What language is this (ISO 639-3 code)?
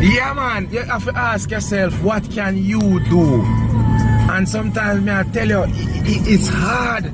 jam